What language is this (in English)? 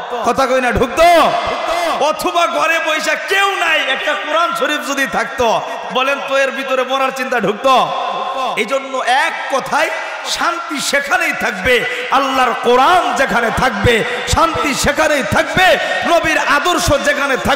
Bangla